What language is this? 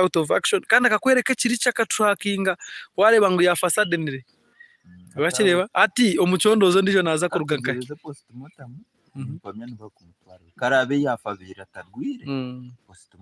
Nyankole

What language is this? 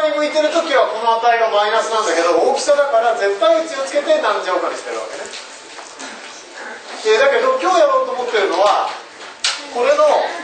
Japanese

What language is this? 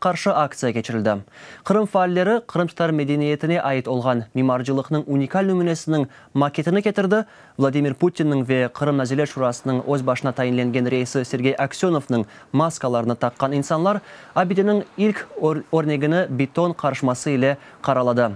Crimean Tatar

